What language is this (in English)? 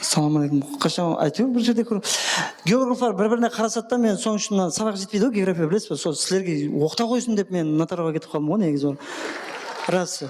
Kara-Kalpak